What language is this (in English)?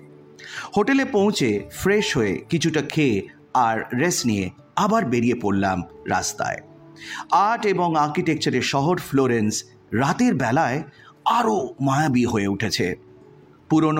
Bangla